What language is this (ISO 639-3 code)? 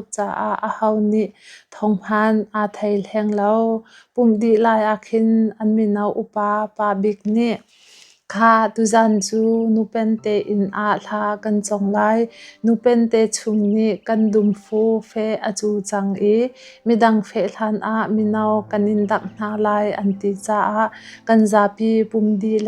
cnh